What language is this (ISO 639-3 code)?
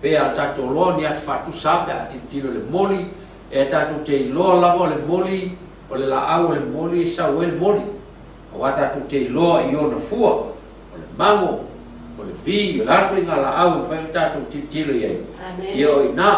smo